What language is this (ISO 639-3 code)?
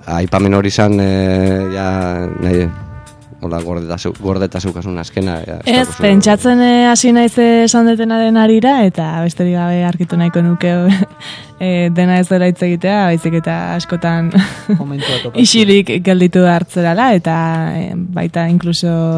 eus